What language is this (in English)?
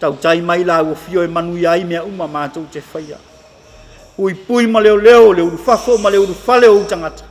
Samoan